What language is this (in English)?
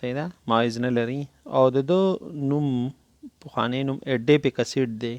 Pashto